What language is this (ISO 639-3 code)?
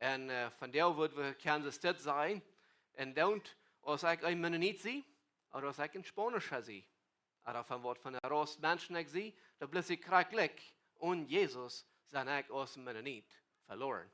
pdt